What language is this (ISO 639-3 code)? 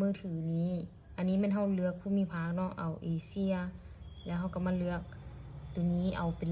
lao